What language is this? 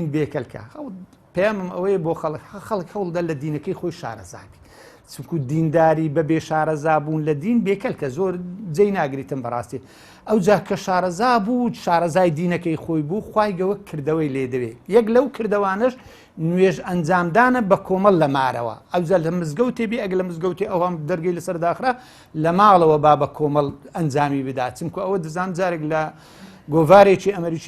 Central Kurdish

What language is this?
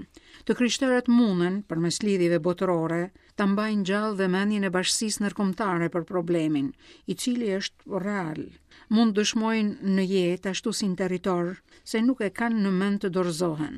Albanian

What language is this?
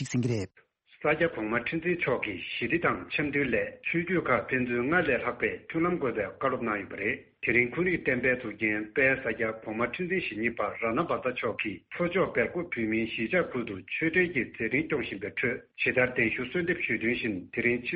Tibetan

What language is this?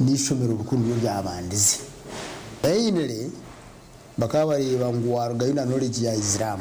Nyankole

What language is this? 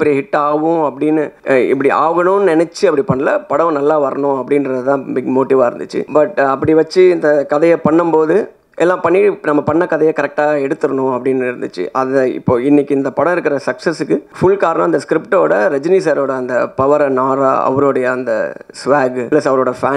Tamil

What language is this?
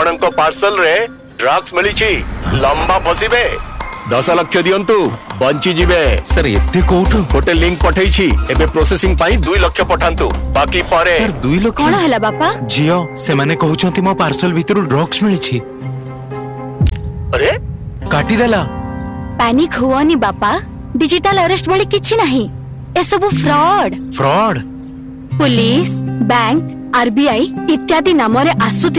Odia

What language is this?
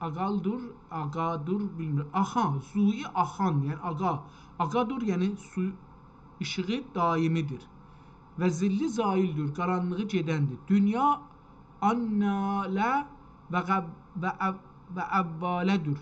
South Azerbaijani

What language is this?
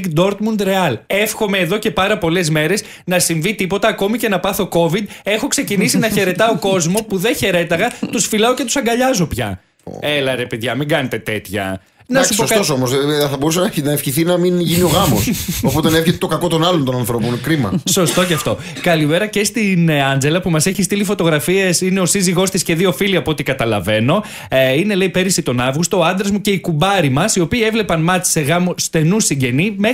Greek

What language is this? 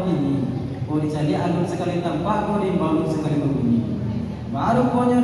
Minangkabau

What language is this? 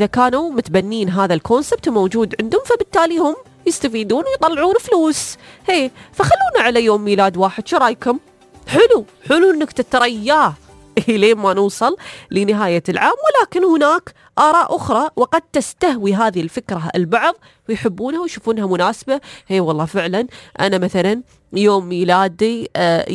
Najdi Arabic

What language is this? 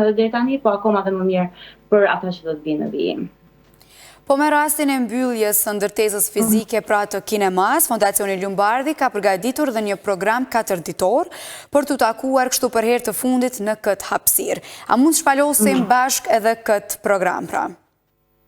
Albanian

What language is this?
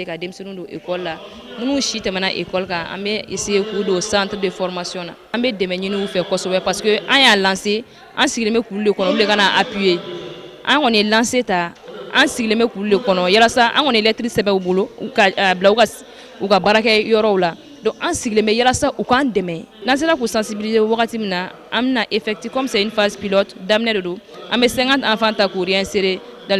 Bambara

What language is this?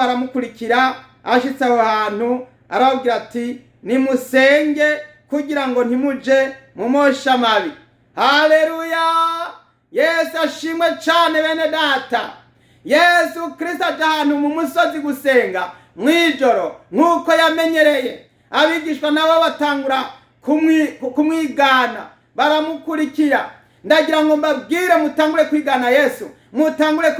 Rundi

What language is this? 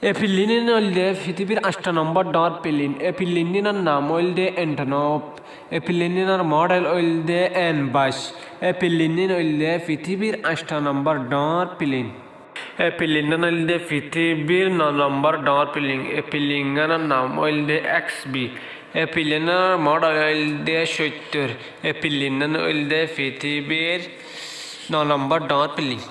Rohingya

